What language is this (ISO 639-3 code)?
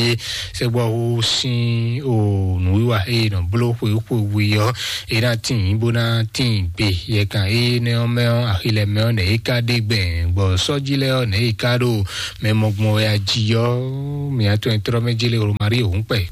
fon